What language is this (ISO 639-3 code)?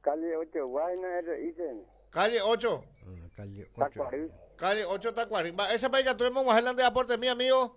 grn